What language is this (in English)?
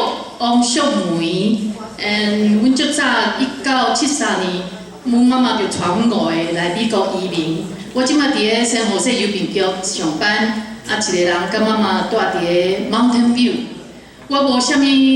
Min Nan Chinese